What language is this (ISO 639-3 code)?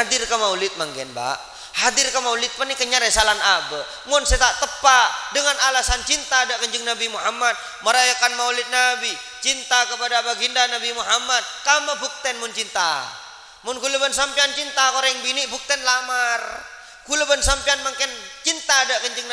mad